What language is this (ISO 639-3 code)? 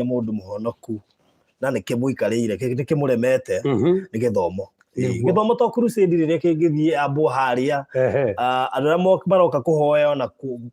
kik